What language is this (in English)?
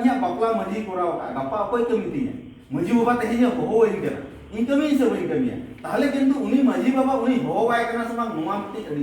Santali